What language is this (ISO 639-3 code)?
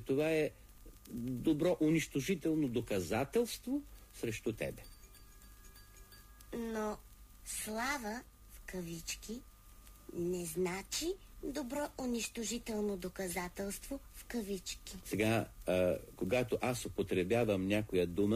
bul